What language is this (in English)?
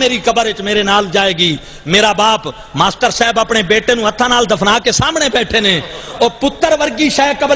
Saraiki